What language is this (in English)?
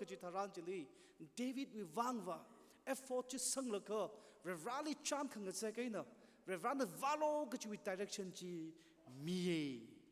Tangkhul Naga (India)